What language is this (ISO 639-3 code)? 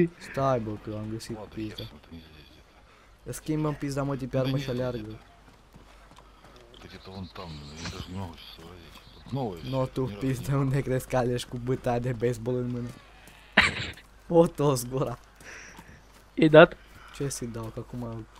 ron